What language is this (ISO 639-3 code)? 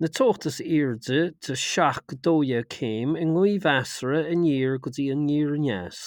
gle